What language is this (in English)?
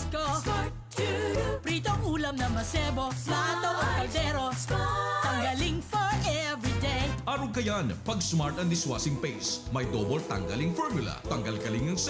Bikol